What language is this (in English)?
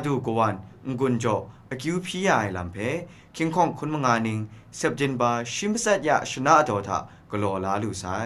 Kachin